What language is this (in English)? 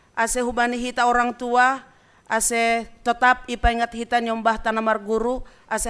Batak Simalungun